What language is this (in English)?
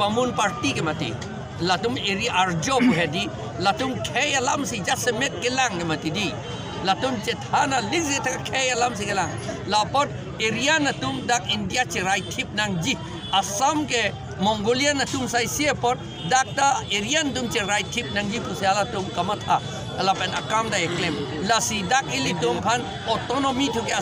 Karbi